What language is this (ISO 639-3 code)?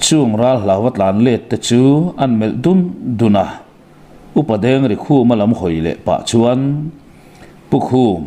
lus